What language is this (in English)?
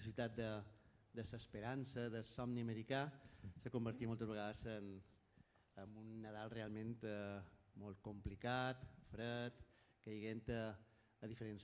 Catalan